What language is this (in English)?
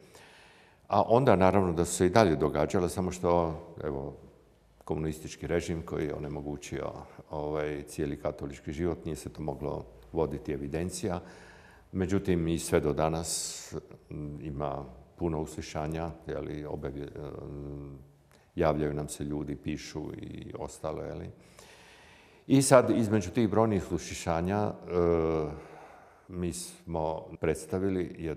Croatian